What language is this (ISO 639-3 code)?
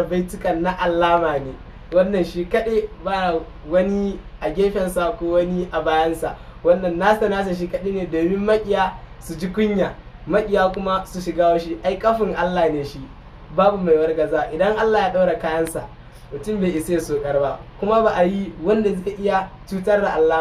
hau